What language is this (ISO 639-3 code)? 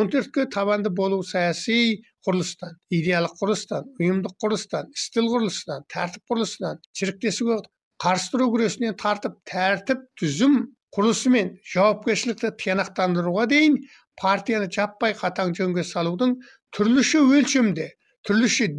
kaz